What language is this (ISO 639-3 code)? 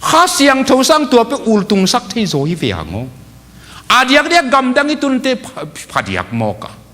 ctd